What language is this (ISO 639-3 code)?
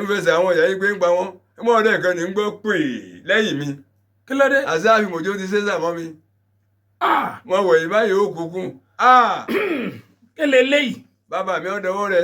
yor